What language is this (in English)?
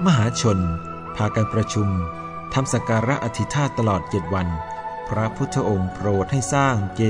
Thai